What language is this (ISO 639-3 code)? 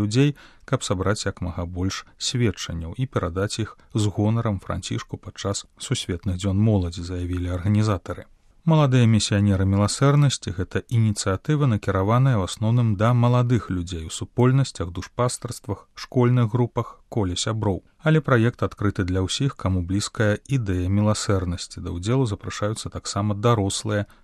bel